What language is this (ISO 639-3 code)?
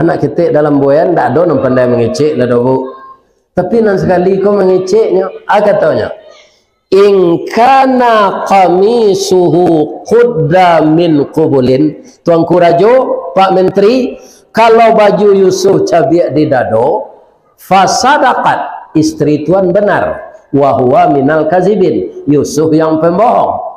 min